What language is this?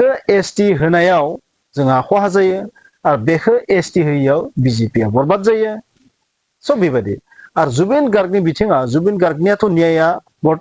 Bodo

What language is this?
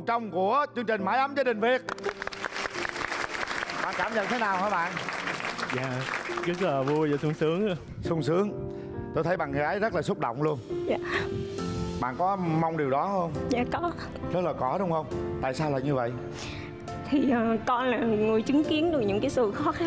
Vietnamese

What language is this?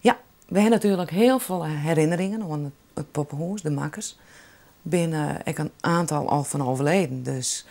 Western Frisian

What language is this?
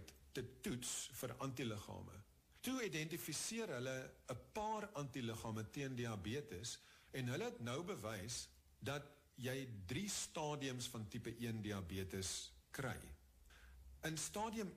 Afrikaans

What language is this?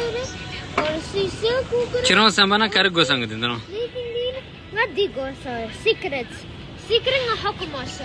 Tibetan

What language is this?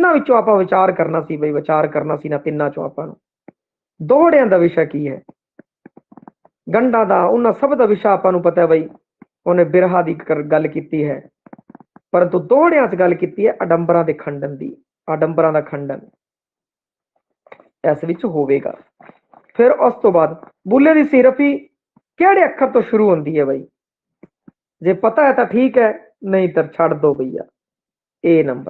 Punjabi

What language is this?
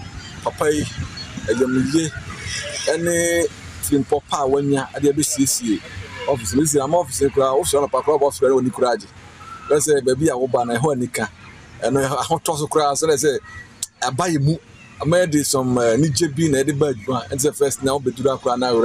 Akan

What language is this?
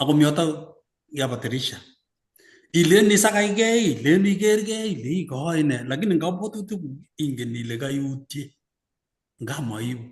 Kalenjin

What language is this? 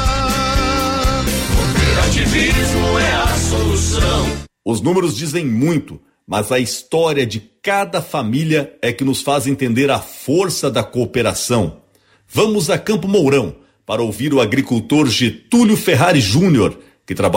Portuguese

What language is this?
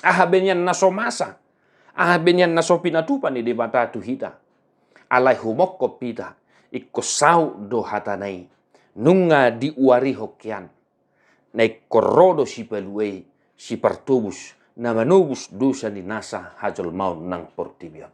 Batak Toba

